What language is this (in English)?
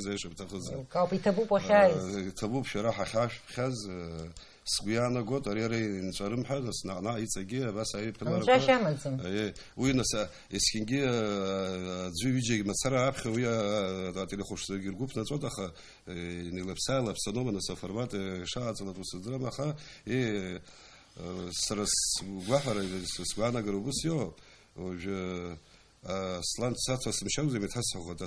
Abkhazian